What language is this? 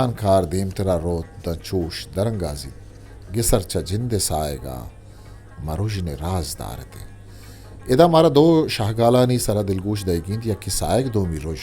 Eastern Balochi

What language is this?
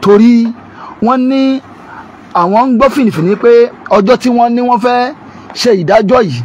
Yoruba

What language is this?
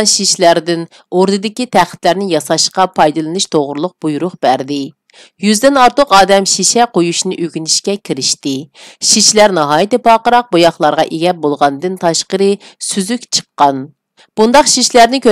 Uyghur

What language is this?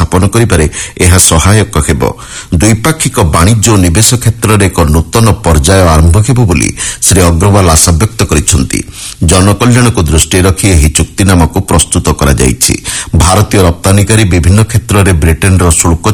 Odia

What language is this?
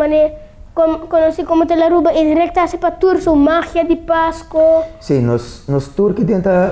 Papiamento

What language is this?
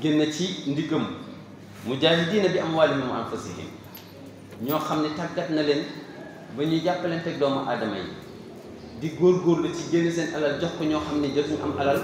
Wolof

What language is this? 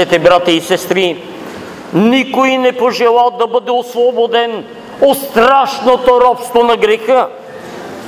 Bulgarian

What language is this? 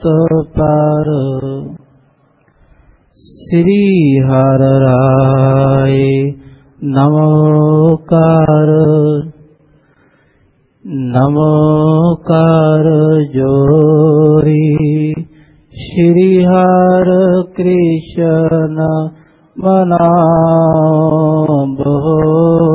Punjabi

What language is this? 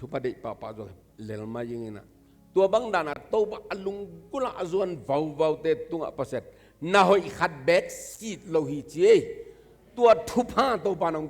Tedim Chin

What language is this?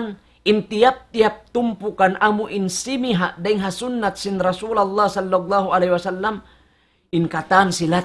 Tausug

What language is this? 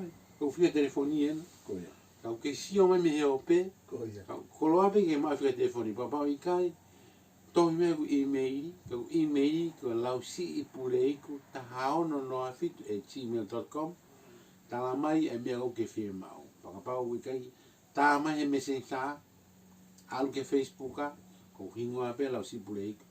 Tongan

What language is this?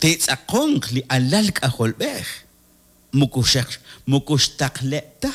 Kekchí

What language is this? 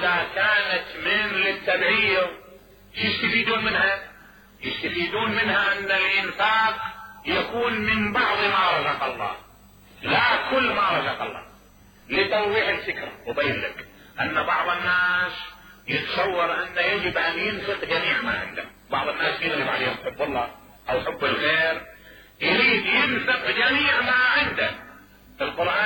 Mesopotamian Arabic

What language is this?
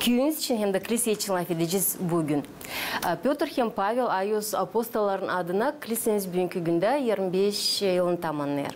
Gagauz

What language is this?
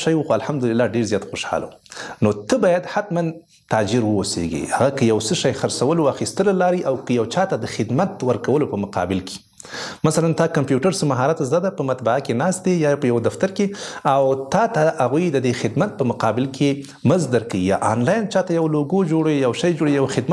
Pashto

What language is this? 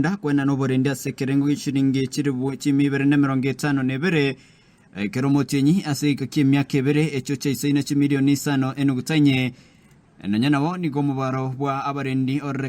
Gusii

